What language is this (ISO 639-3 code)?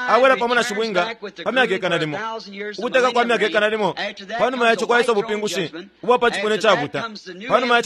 bem